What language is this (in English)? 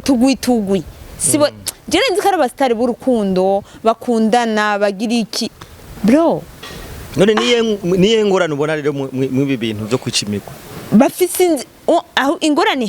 Rundi